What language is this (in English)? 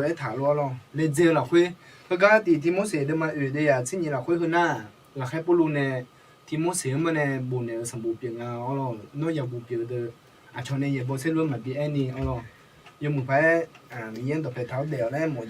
Akha